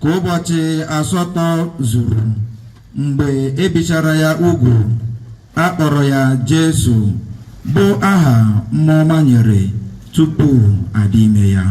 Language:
Igbo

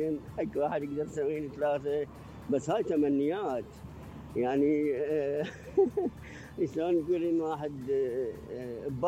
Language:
Mesopotamian Arabic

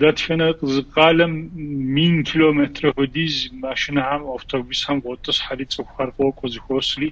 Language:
Kabardian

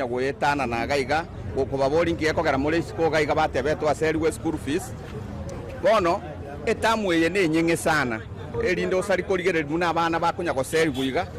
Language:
Gusii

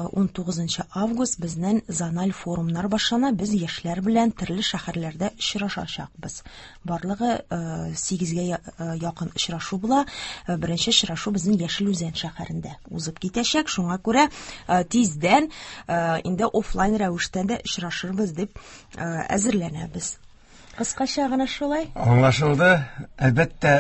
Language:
Tatar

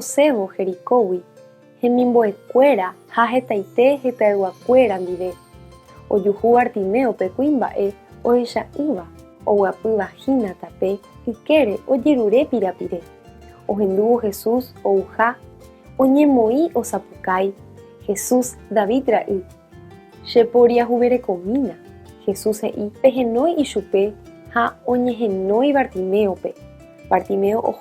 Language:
Guarani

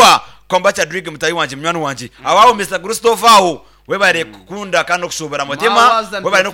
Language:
Nyankole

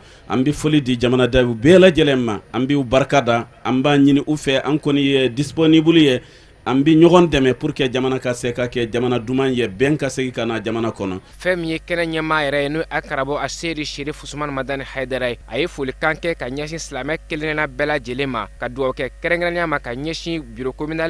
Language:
Bambara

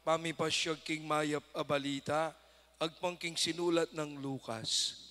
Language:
Pampanga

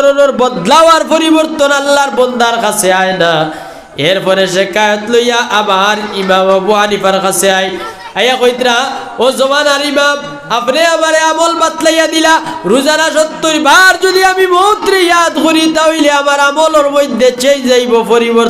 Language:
Sylheti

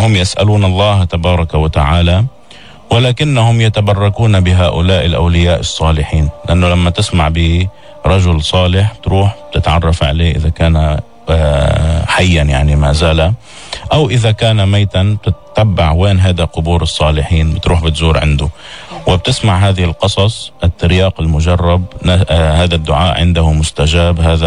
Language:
North Levantine Arabic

